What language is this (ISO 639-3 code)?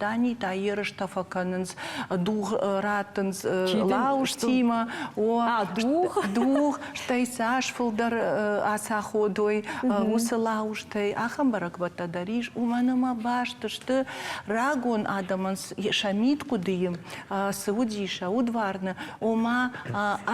oss